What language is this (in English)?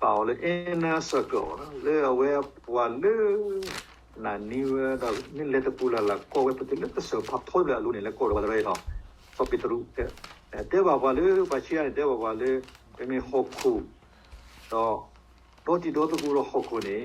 S'gaw Karen